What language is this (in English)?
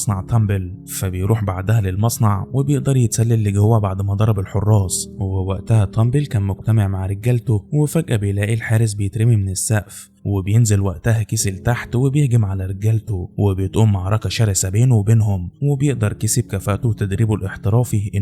Egyptian Arabic